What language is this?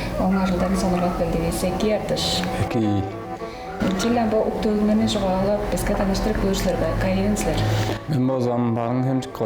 Tuvinian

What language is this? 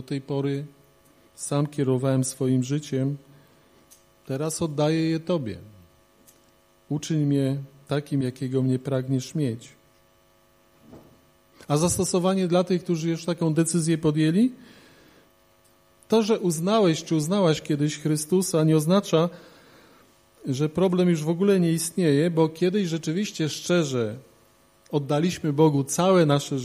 Polish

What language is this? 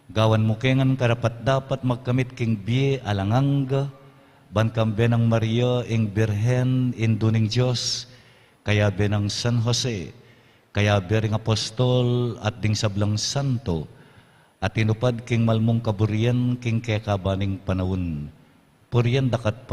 Pampanga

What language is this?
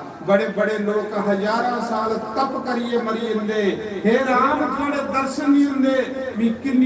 Dogri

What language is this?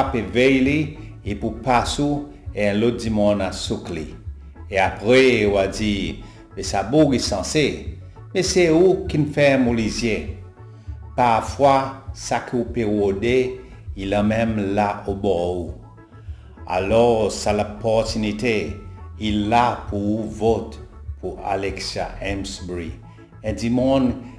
Seselwa Creole French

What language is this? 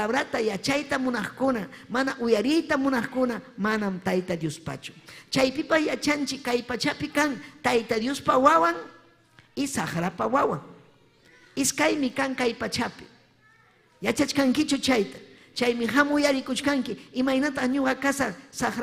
Ayacucho Quechua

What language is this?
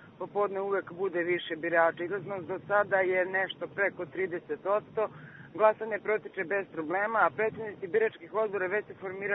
Serbian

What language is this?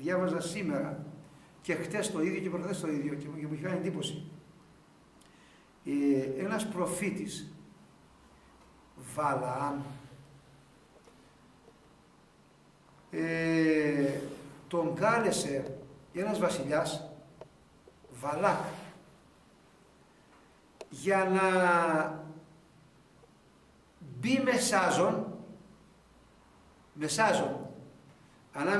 Greek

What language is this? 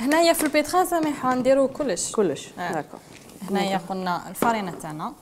Algerian Arabic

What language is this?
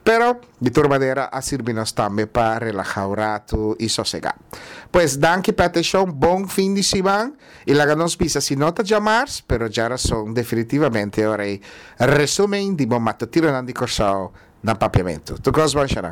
Papiamento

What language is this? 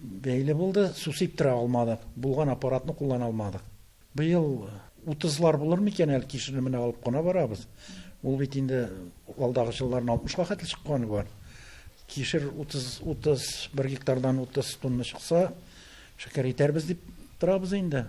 Tatar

